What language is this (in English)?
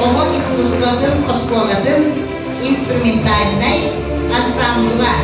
Yakut